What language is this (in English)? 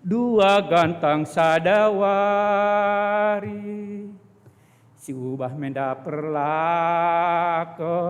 Batak Karo